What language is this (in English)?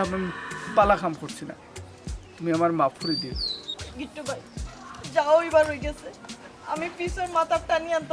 Sylheti